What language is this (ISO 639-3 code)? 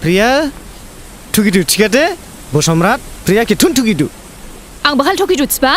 dis